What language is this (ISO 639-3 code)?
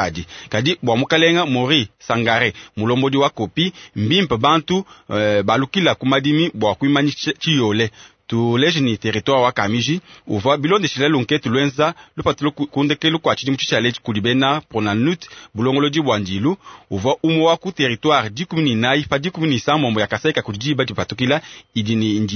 lua